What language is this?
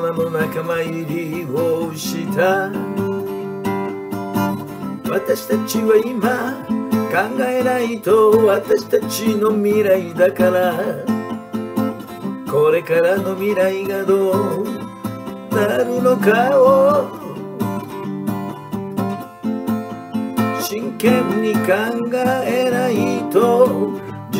Japanese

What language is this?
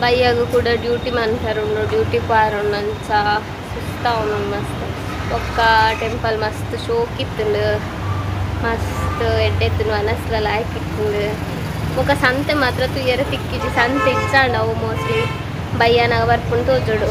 Tulu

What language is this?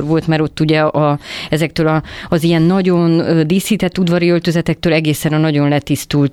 Hungarian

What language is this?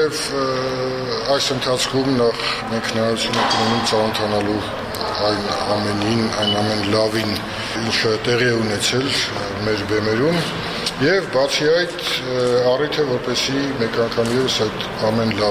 Armenian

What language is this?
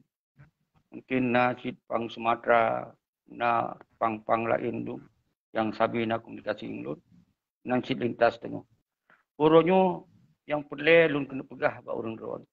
Achinese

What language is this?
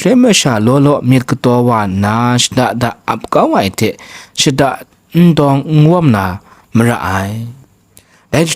Kachin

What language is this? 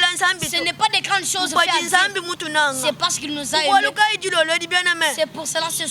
Luba-Lulua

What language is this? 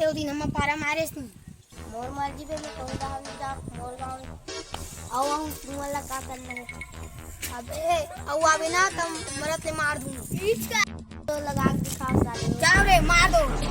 Chhattisgarhi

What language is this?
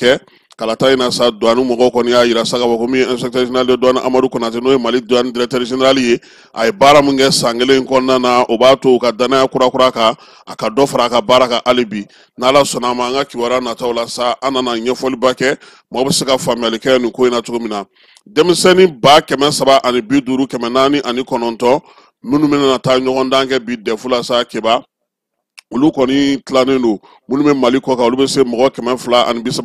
Bambara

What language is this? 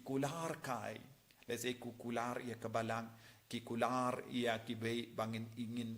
Khasi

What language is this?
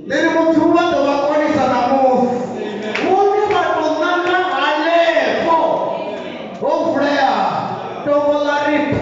Venda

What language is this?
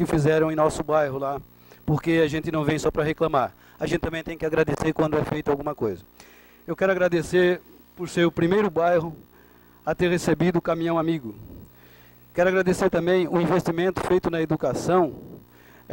Portuguese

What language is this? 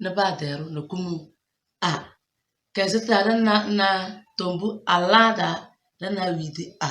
Tem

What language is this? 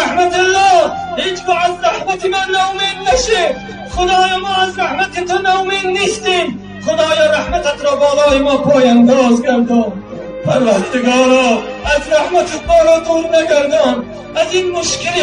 Tajik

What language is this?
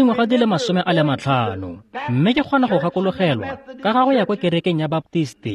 Tswana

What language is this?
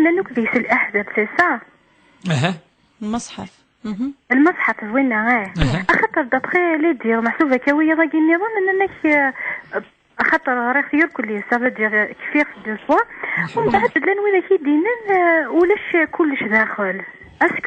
Kabyle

